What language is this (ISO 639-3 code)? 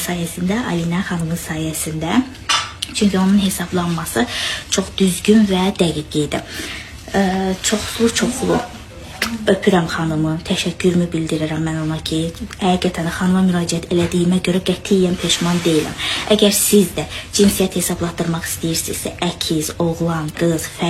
aze